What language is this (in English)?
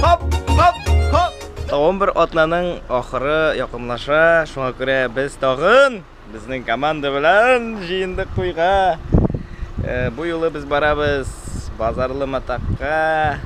Tatar